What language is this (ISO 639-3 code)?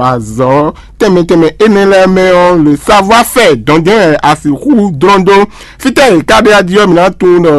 fon